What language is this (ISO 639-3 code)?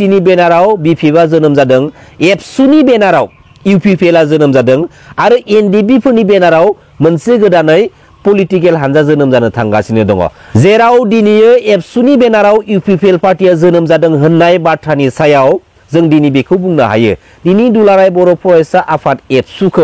brx